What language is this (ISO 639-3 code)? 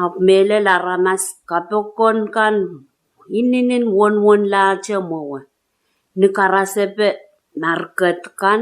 pon